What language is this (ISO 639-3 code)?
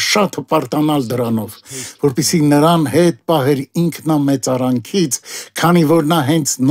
hye